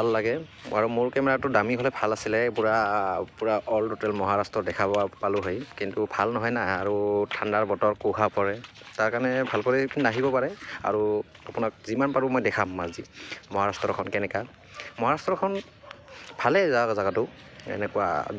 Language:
Assamese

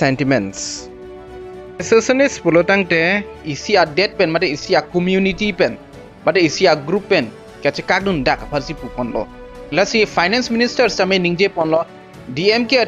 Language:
Karbi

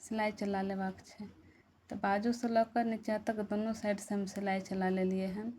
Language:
Maithili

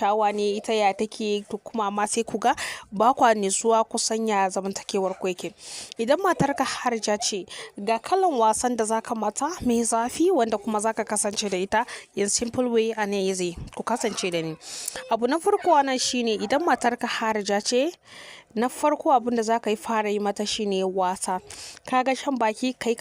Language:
Hausa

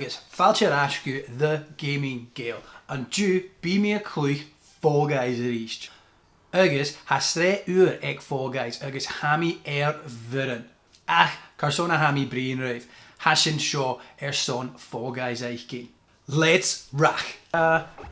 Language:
Scottish Gaelic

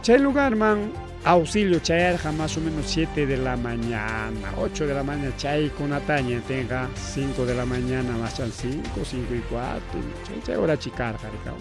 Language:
Ayacucho Quechua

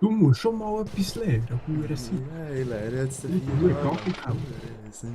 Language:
Swiss German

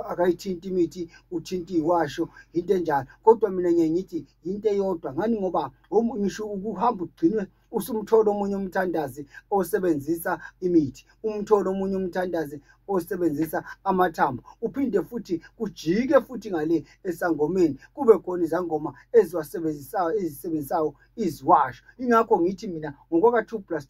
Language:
Zulu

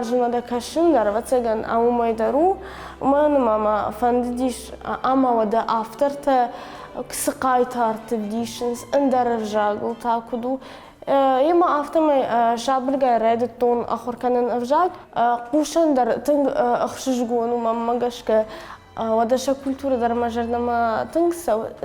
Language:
Ossetic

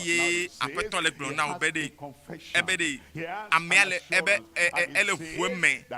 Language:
Ewe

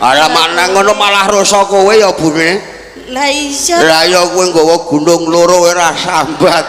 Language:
Javanese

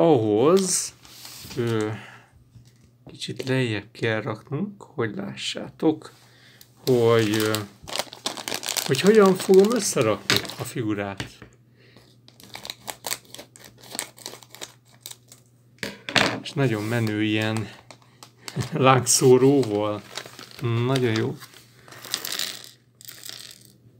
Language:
Hungarian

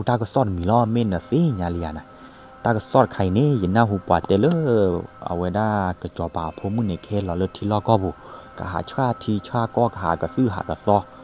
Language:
S'gaw Karen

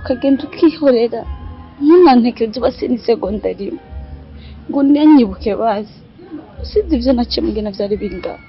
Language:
Rundi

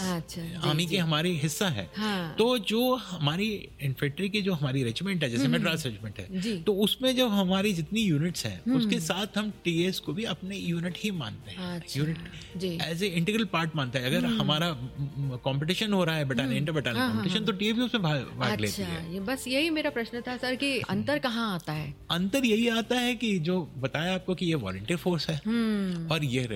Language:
Hindi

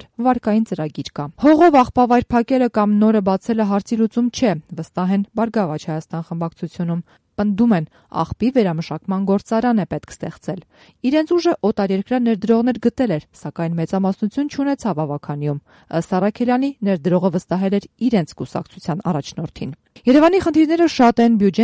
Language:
Armenian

